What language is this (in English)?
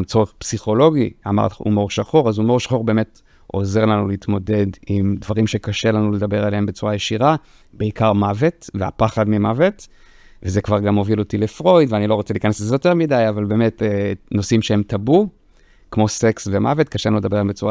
Hebrew